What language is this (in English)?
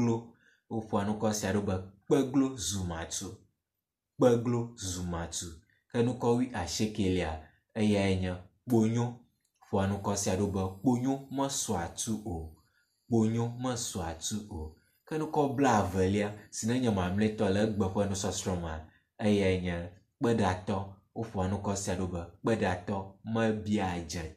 Ewe